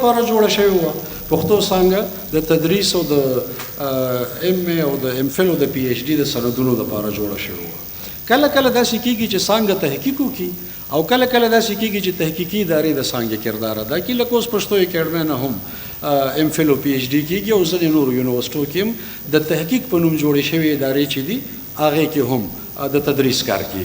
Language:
Pashto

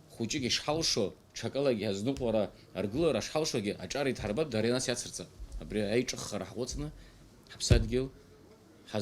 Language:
Abkhazian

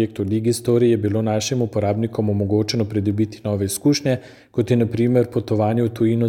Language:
Slovenian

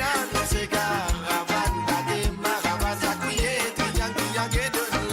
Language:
Morisyen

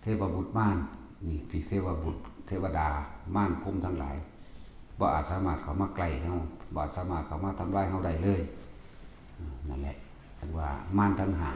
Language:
Northeastern Thai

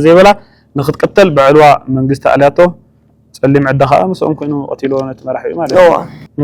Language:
Tigrinya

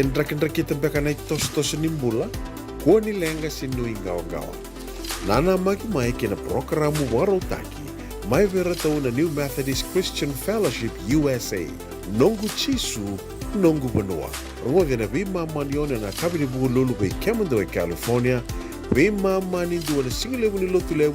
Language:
Fijian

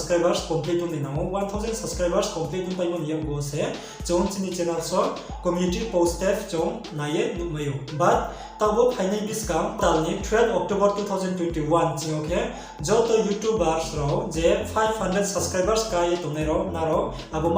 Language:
Riang (India)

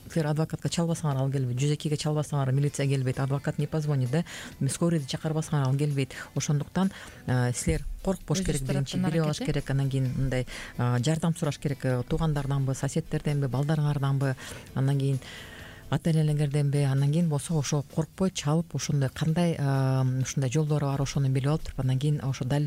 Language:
Kyrgyz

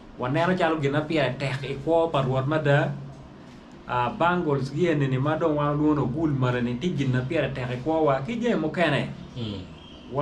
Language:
Acoli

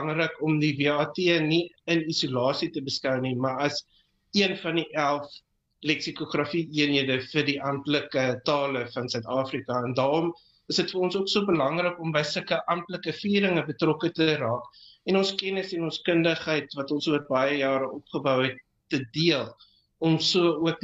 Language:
Afrikaans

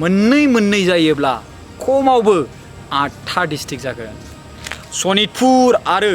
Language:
Bodo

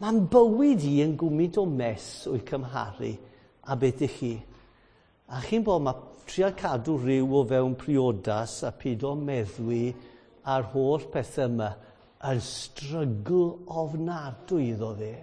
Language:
Welsh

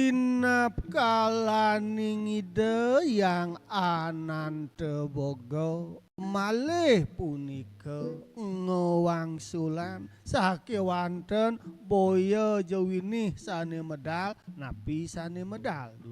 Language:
Balinese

